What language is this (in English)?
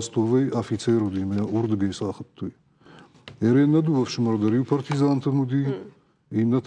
Ossetic